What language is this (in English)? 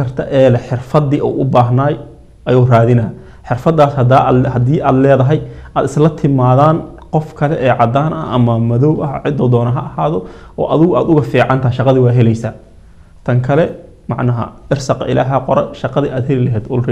Somali